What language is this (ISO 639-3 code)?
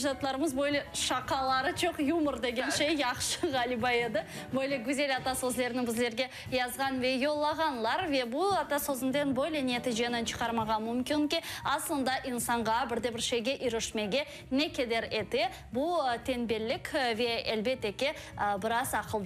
crh